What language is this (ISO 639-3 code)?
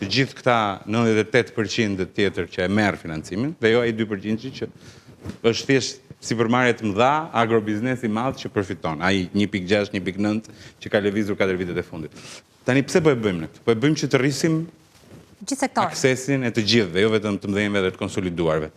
sqi